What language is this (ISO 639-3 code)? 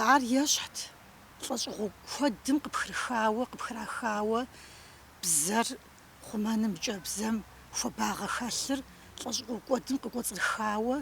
kbd